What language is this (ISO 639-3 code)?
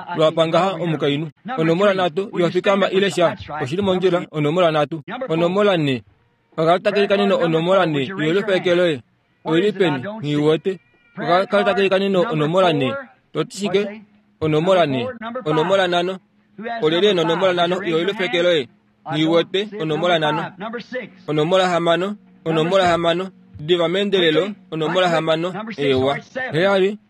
kua